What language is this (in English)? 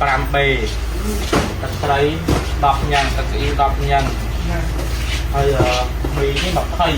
Khmer